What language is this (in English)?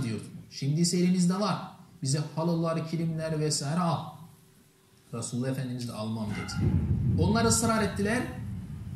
Turkish